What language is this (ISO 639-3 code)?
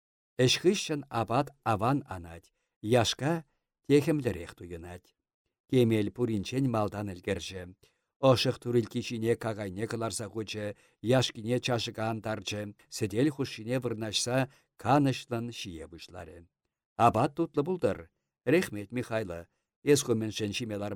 chv